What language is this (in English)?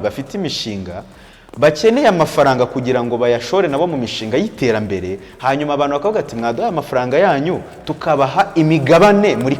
Kinyarwanda